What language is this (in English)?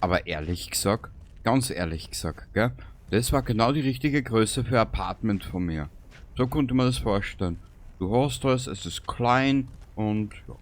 Bavarian